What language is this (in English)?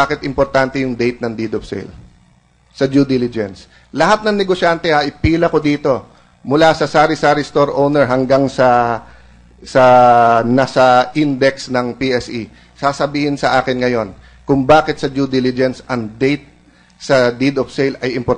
Filipino